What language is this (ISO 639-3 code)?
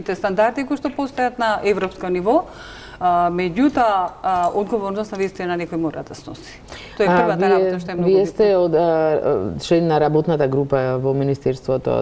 mkd